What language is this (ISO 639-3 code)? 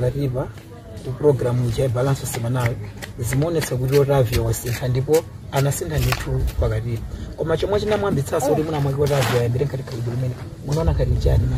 nya